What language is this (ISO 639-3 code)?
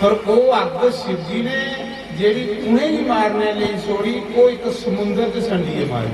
doi